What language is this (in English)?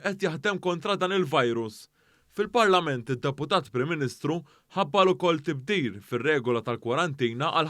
Maltese